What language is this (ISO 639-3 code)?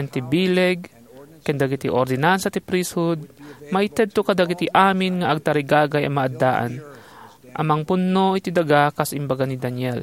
ilo